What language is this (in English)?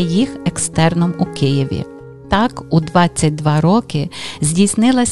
Ukrainian